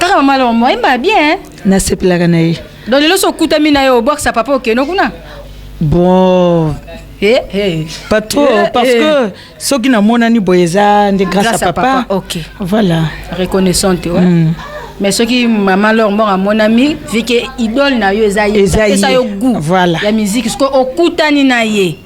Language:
Lingala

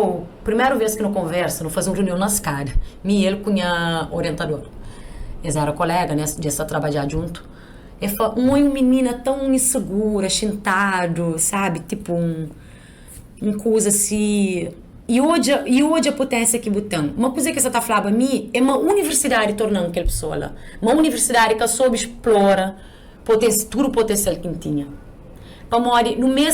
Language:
Kabuverdianu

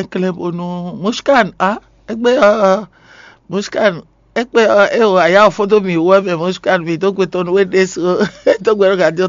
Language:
Fon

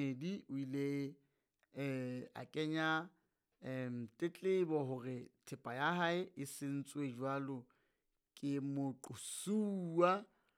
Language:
Southern Sotho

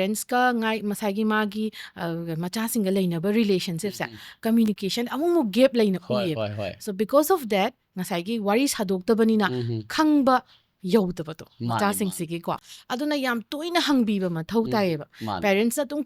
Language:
Manipuri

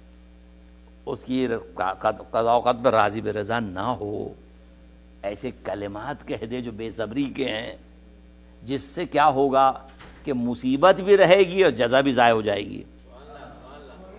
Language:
Urdu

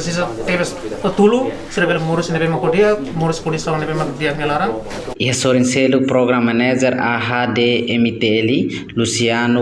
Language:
Tetum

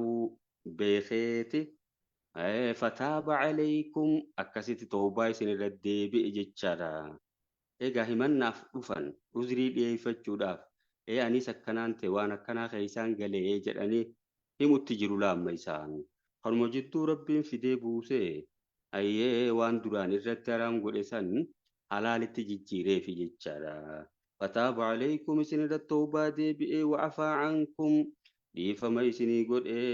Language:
Oromo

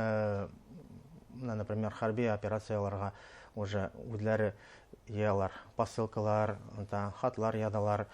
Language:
Bashkir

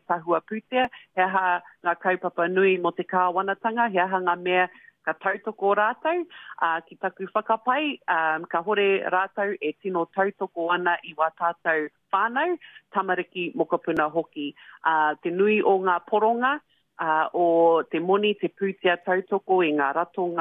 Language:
Māori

